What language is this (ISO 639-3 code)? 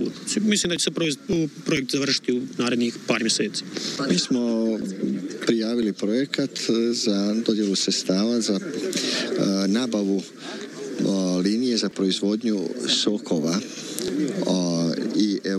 hrv